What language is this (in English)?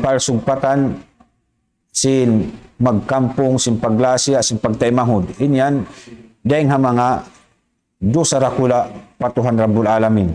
Tausug